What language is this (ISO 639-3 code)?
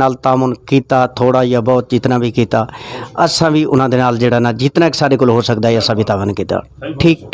skr